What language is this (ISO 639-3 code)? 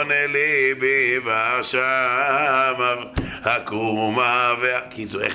heb